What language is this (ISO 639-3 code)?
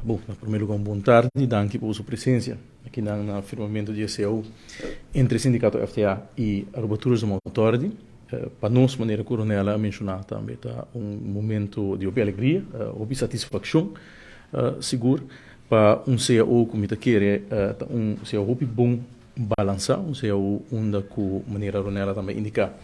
pap